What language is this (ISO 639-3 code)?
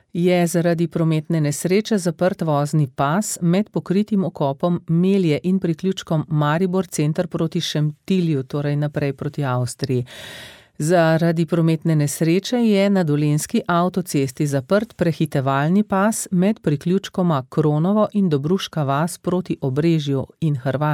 slv